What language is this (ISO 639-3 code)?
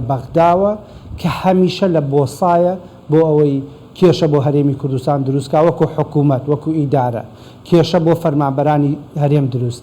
ckb